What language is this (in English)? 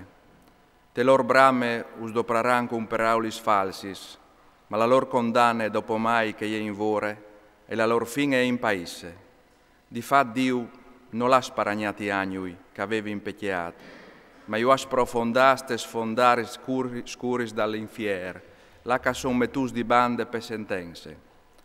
Friulian